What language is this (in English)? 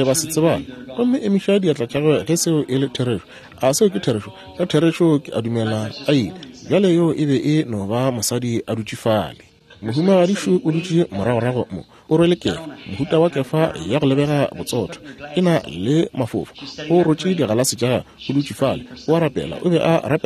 Northern Sotho